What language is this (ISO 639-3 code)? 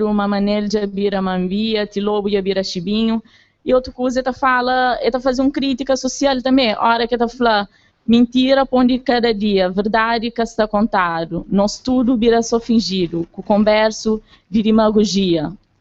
kea